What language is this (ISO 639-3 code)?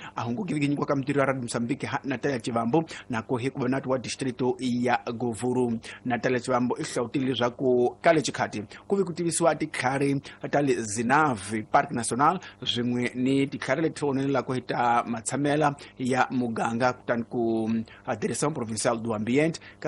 tso